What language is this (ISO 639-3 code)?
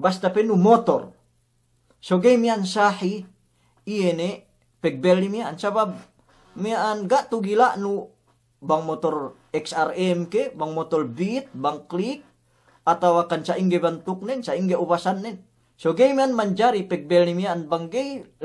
yka